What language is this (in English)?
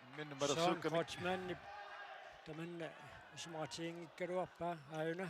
Kalaallisut